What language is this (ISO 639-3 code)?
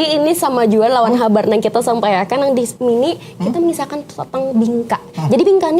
bjn